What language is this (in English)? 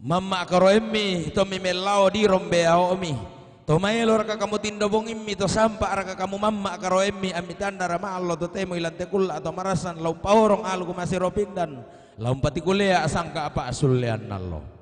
Toraja-Sa'dan